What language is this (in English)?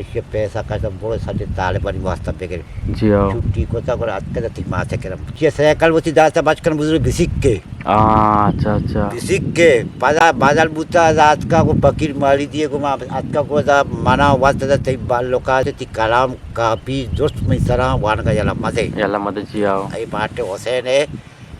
Eastern Balochi